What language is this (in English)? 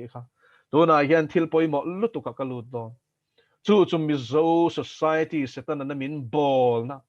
Mizo